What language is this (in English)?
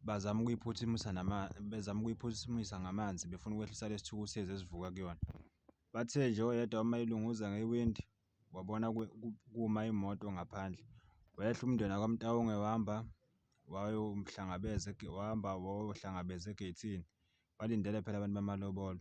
Zulu